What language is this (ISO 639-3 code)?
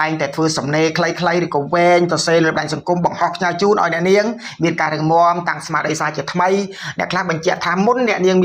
khm